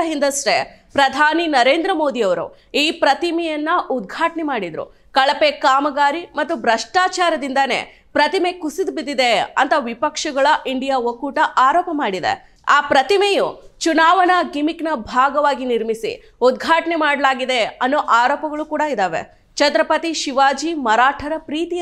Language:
Kannada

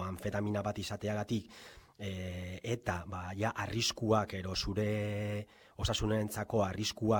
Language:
Basque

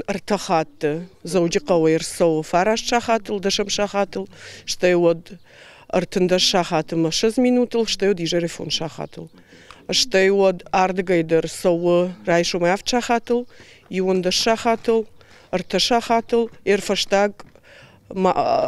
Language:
Ossetic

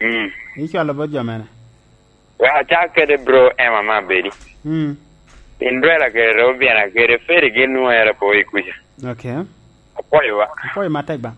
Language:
Lango (Uganda)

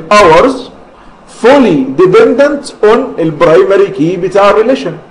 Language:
Egyptian Arabic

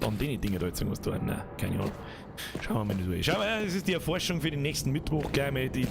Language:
Bavarian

